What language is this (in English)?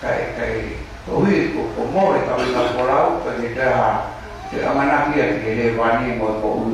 Tongan